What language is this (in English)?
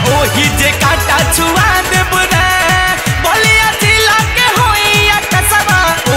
Bhojpuri